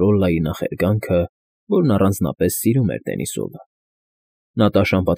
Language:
Armenian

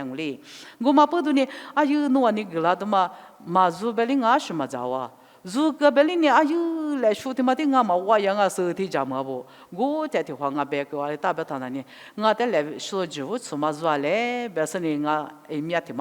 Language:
Lisu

